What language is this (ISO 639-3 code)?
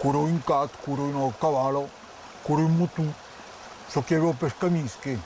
oci